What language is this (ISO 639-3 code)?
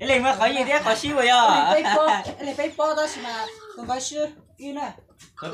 hmn